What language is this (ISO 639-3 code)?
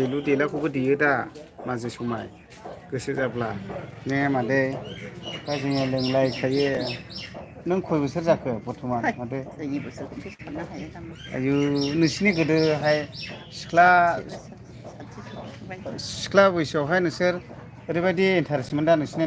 brx